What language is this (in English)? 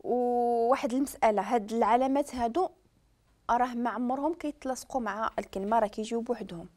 Moroccan Arabic